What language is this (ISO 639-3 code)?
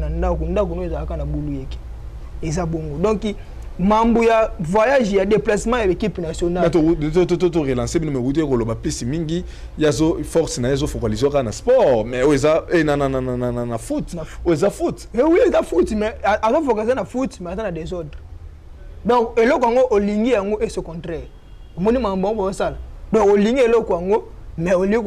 lin